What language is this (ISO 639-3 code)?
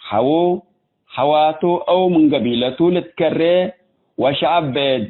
tig